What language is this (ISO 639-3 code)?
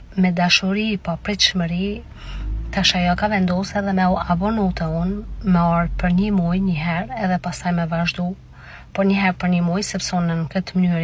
sqi